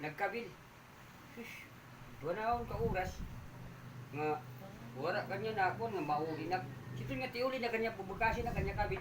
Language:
Waray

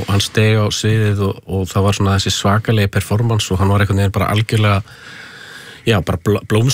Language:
Icelandic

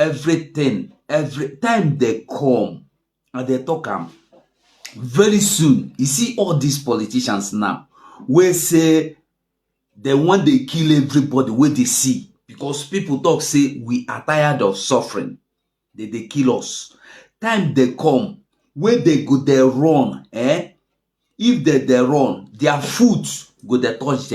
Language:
Nigerian Pidgin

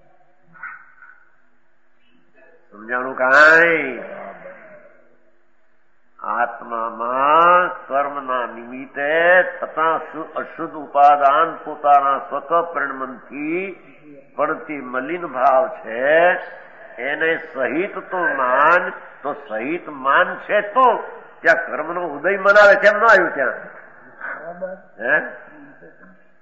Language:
Gujarati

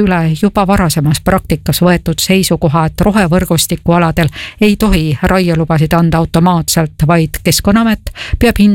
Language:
Estonian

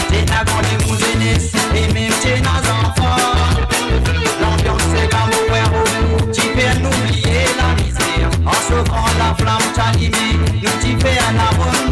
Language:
Morisyen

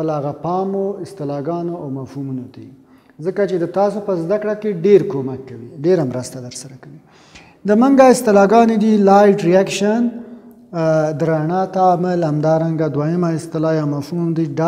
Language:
Pashto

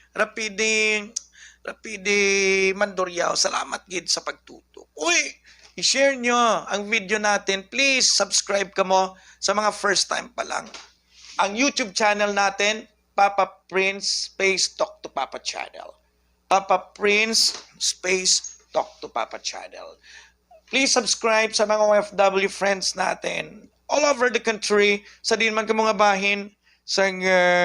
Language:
Hiligaynon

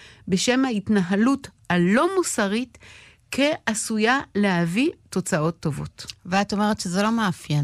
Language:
Hebrew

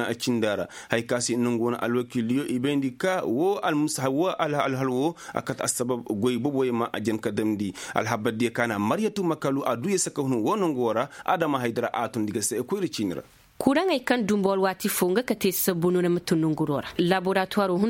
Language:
Koyraboro Senni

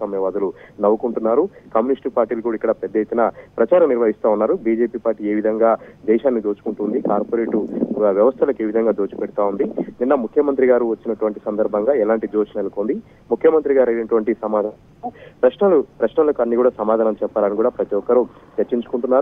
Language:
Telugu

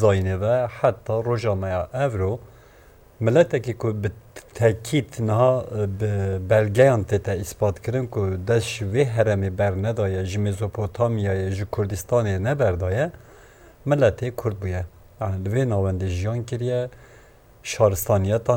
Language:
Kurdish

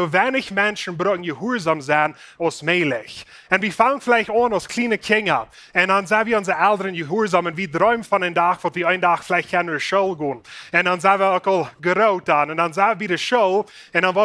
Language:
Plautdietsch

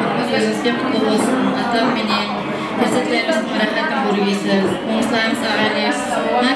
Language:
Kara-Kalpak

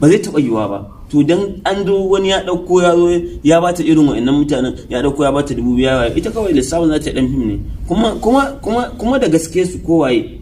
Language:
Hausa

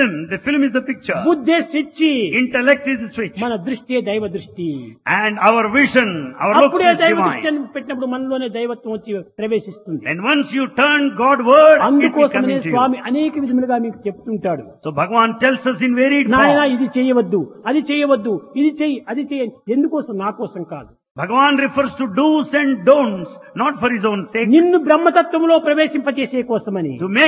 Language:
Telugu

